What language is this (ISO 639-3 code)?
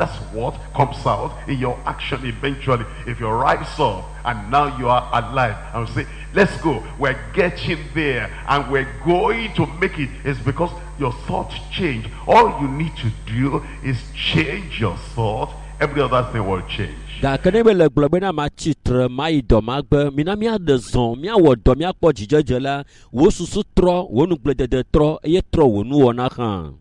ewe